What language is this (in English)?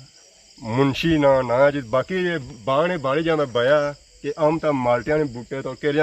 Pahari-Potwari